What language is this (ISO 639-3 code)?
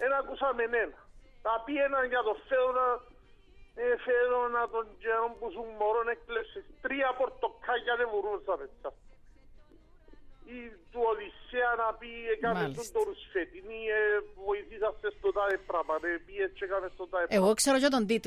ell